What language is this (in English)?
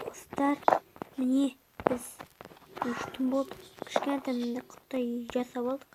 Kazakh